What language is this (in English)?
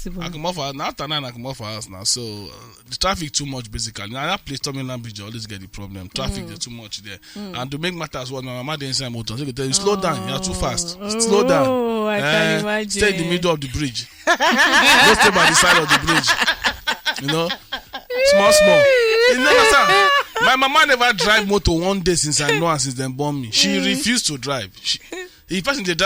Nigerian Pidgin